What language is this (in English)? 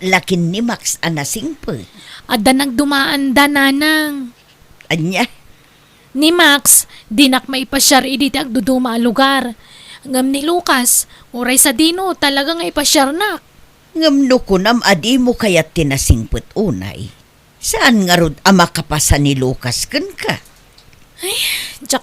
Iloko